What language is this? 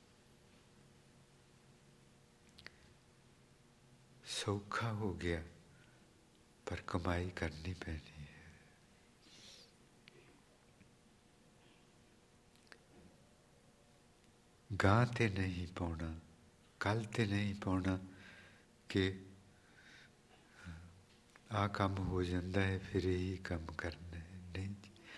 Punjabi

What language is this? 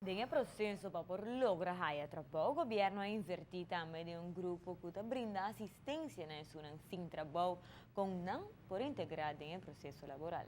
Papiamento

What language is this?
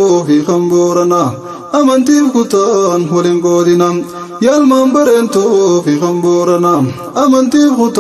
Oromo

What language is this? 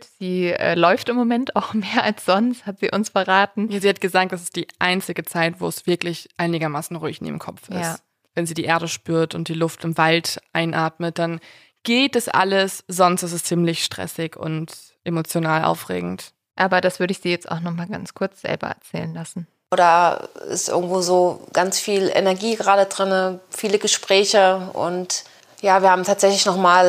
German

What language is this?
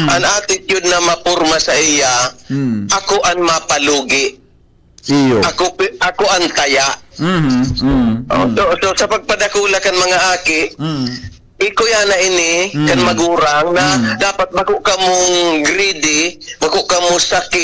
Bikol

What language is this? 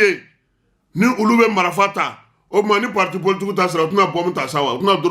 Bambara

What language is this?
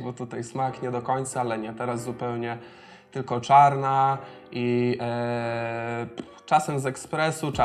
Polish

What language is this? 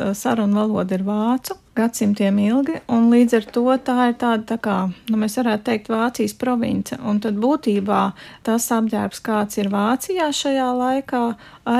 Latvian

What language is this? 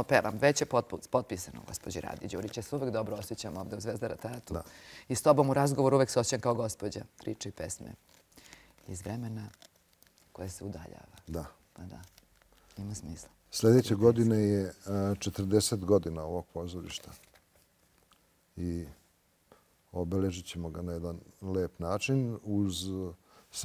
Serbian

